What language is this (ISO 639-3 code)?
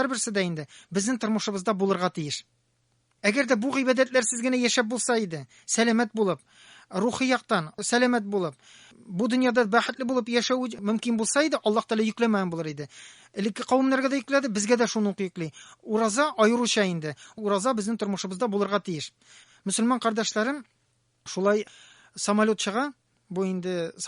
tat